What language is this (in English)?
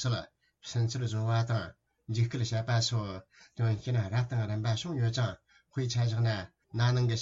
Tibetan